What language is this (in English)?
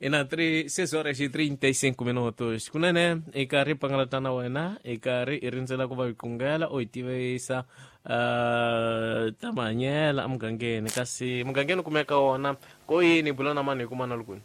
Tsonga